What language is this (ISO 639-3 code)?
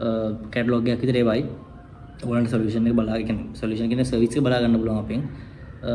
sin